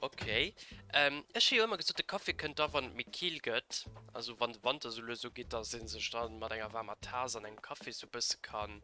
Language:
Luxembourgish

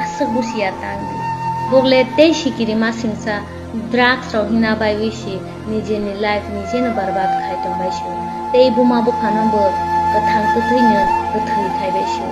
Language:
Kok Borok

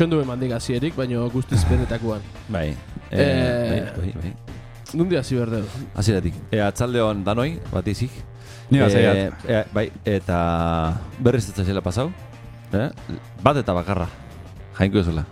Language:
Basque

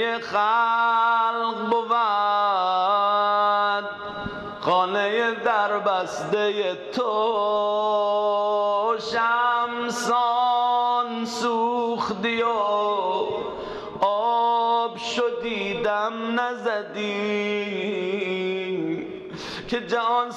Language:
Persian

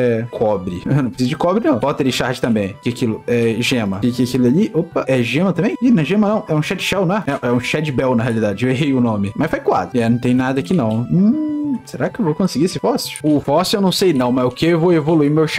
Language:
Portuguese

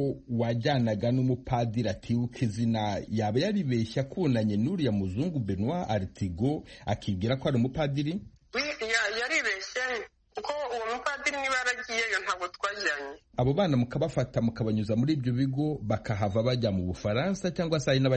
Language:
Kinyarwanda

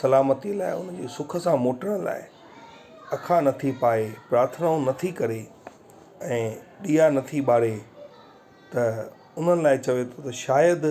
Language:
Sindhi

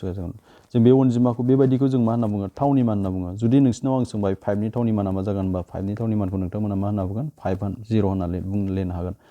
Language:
Bodo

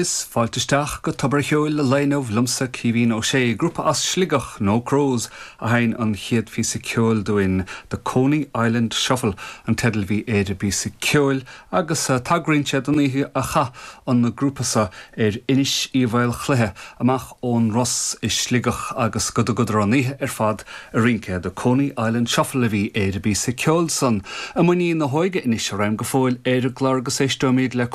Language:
Irish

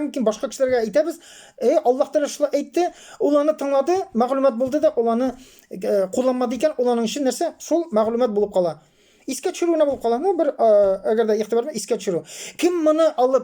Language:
Tatar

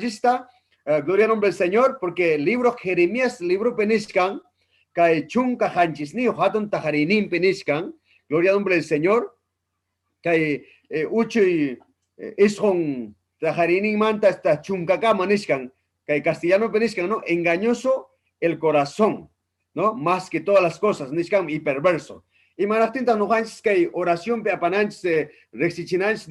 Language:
Ayacucho Quechua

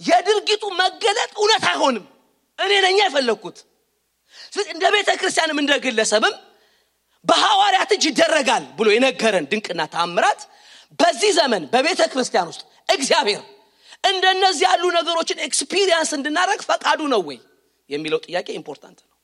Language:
Amharic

